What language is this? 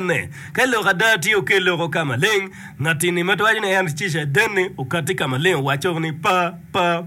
Acoli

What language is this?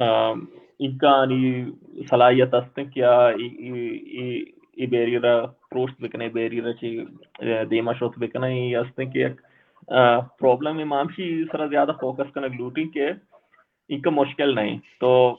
Baluchi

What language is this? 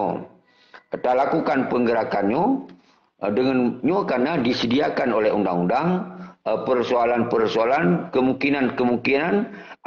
Achinese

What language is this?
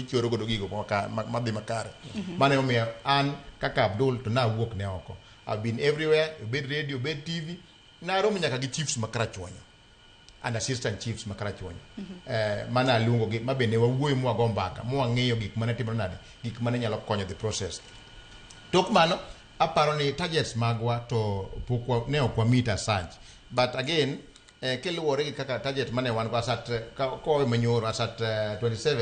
Luo (Kenya and Tanzania)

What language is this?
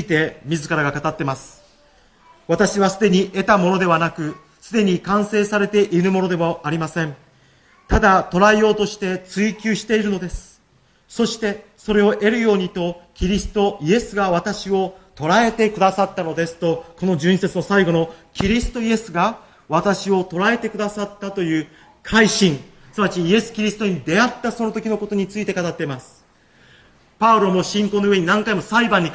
Japanese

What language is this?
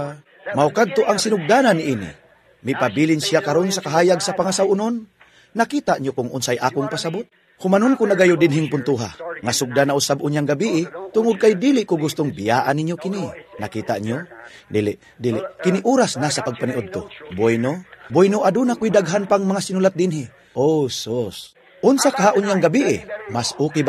Cebuano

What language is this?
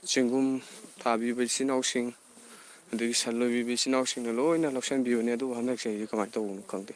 Manipuri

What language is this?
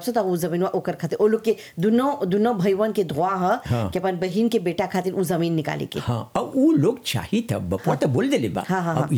Bhojpuri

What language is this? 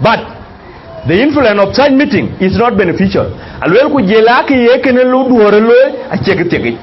Dinka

